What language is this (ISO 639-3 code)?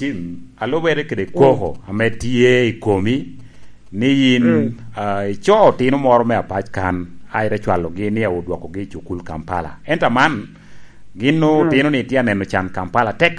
laj